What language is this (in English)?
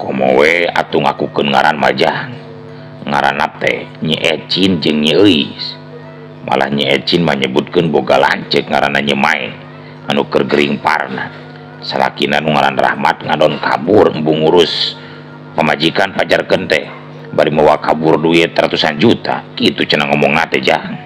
Sundanese